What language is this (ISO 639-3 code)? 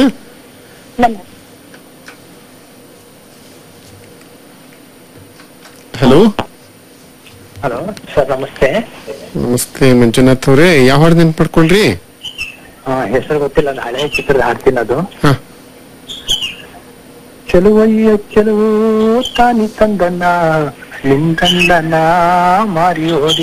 kan